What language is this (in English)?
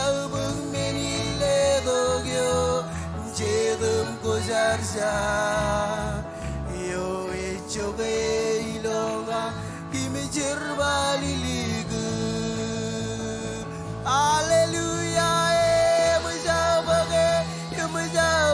Marshallese